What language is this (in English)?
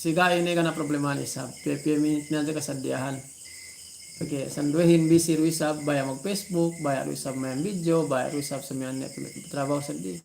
Yakan